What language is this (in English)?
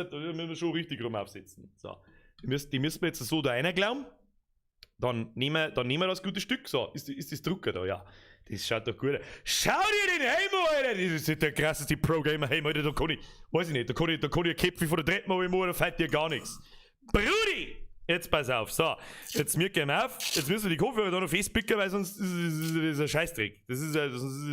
Bavarian